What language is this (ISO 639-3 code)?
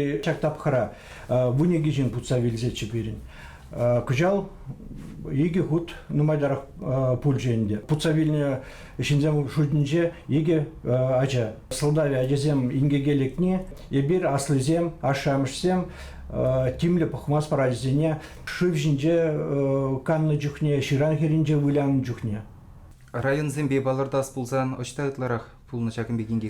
chv